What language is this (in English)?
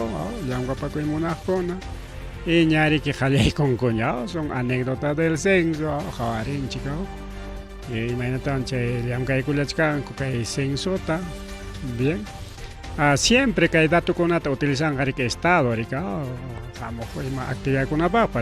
Ayacucho Quechua